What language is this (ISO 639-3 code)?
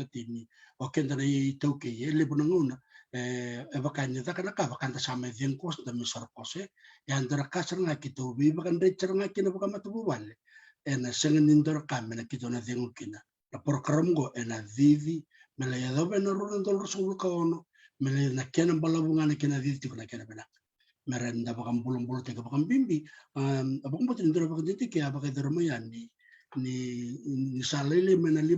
fij